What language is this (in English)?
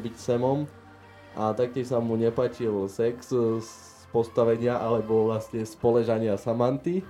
Slovak